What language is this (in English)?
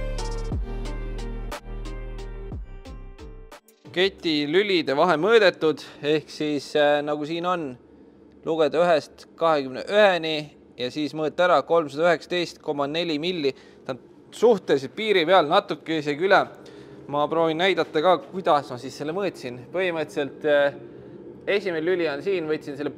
Estonian